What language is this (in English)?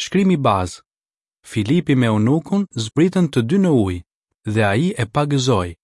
Albanian